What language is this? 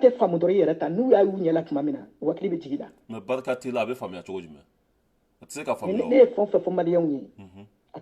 Bambara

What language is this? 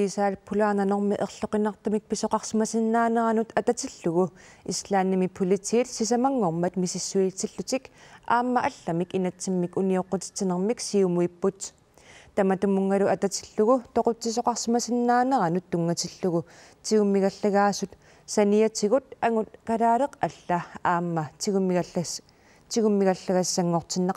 Kalaallisut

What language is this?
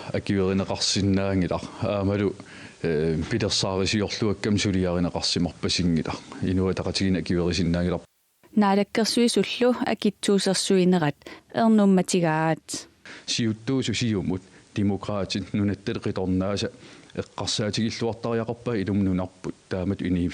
Kalaallisut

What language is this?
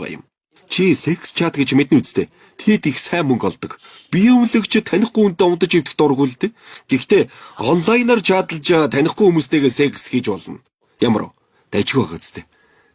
Mongolian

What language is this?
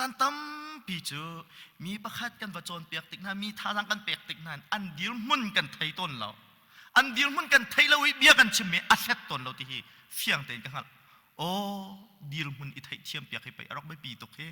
Hakha Chin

